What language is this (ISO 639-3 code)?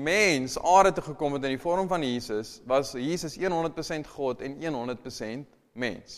afr